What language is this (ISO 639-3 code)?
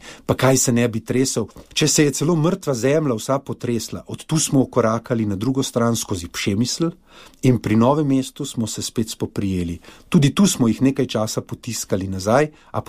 slv